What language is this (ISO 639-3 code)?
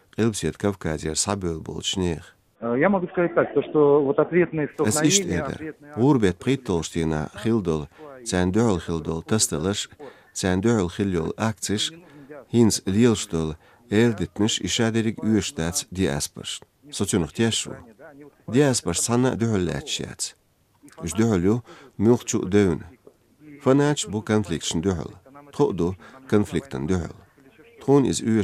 che